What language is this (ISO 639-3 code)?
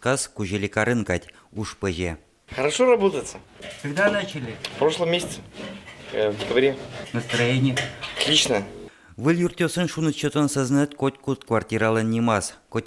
udm